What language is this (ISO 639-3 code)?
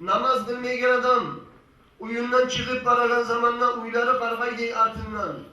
kum